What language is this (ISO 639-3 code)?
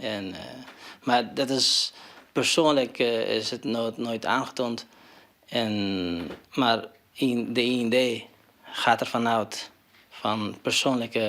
fry